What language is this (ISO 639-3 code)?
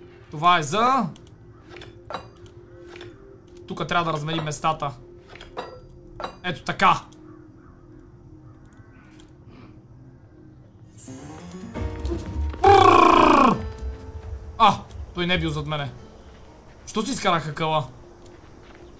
bul